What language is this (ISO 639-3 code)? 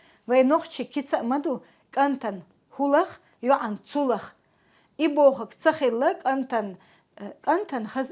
che